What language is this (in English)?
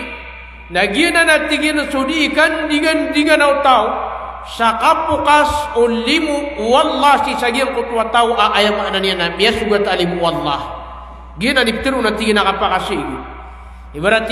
Maranao